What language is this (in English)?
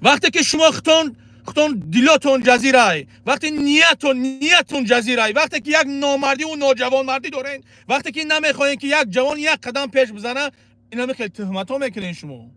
Tajik